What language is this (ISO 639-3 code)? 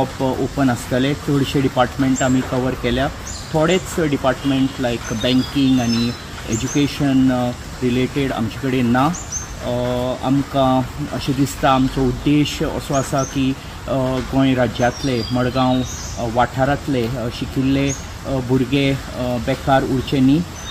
kok